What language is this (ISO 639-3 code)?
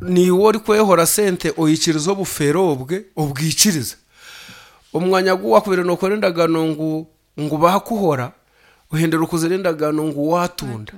nyn